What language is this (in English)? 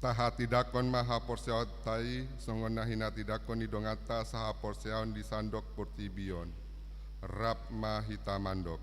Batak Toba